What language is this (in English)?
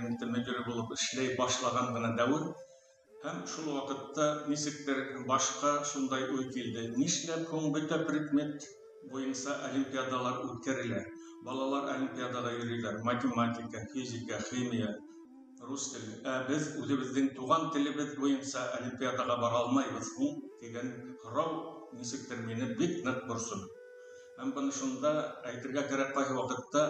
Bashkir